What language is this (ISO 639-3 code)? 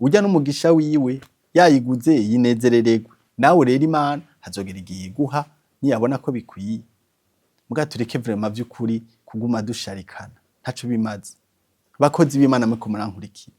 run